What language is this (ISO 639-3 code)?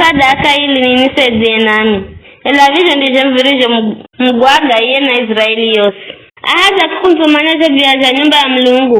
nyf